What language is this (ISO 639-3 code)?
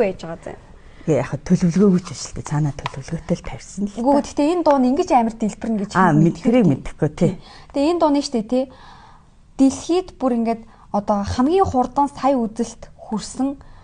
mon